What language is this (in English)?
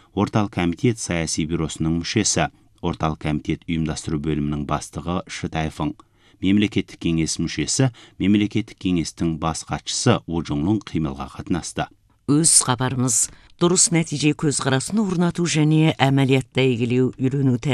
Kazakh